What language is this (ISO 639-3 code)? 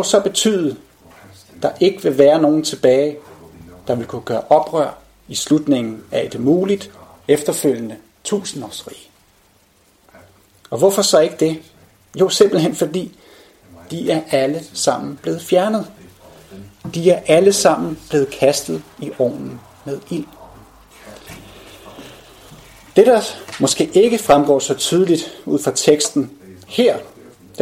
dan